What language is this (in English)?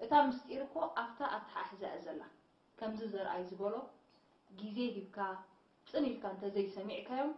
Tigrinya